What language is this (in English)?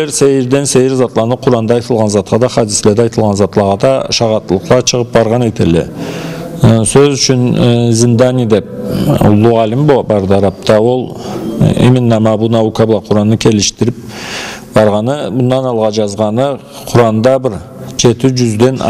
Karachay-Balkar